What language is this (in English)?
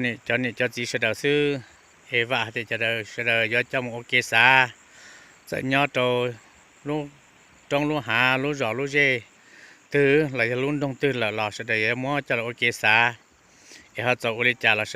Hmong